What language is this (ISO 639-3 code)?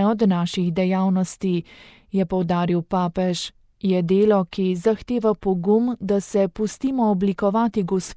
slv